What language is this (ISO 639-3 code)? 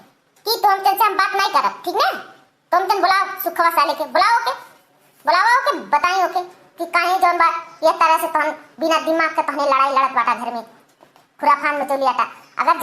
awa